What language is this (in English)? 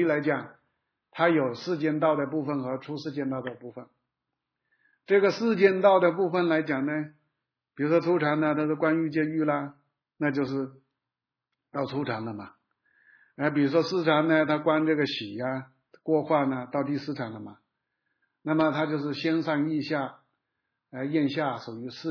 Chinese